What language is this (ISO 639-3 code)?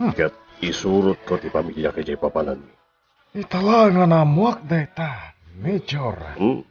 ilo